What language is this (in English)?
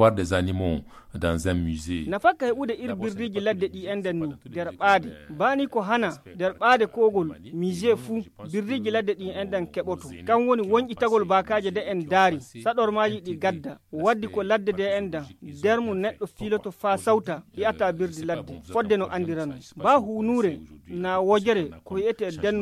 Nigerian Fulfulde